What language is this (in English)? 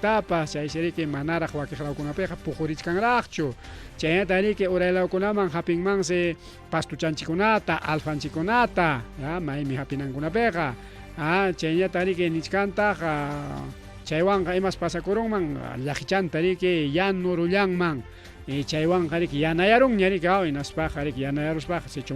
Ayacucho Quechua